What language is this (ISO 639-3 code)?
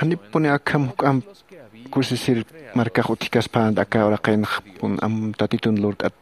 aym